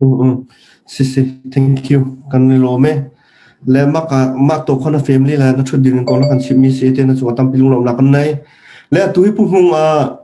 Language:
Hakha Chin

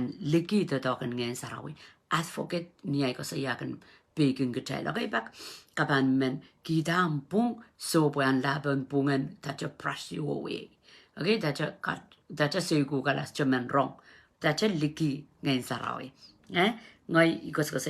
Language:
Pohnpeian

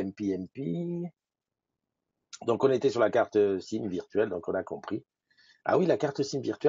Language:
French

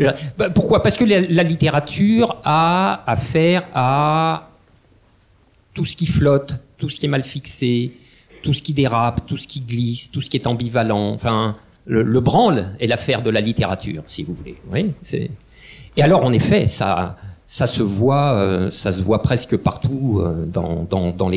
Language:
French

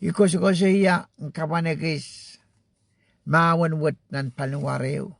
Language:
Pohnpeian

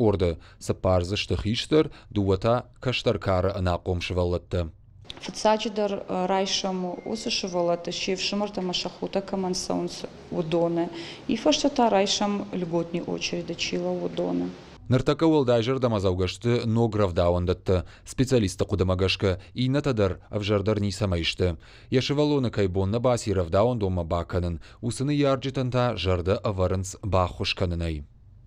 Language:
Ossetic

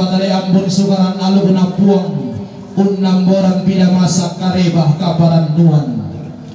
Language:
Toraja-Sa'dan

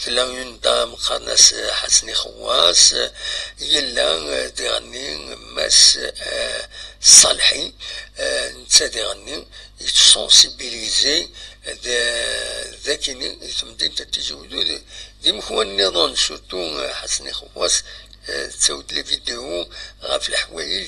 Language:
Kabyle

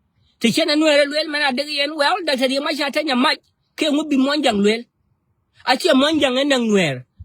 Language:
Nuer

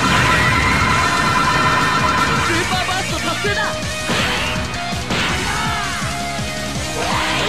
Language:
Japanese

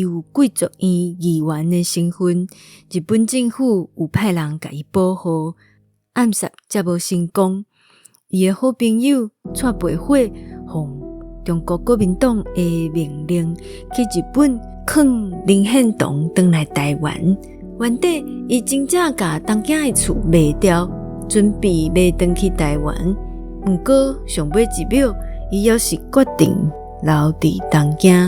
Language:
Min Nan Chinese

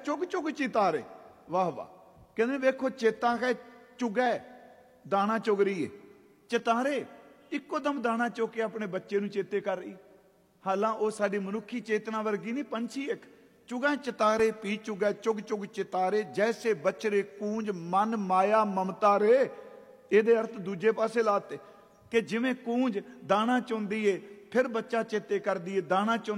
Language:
Punjabi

